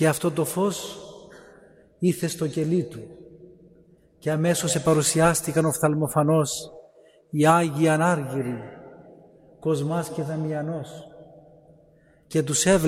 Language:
Greek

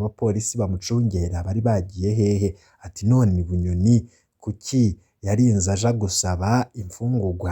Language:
Rundi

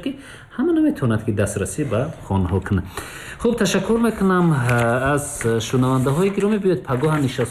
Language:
Tajik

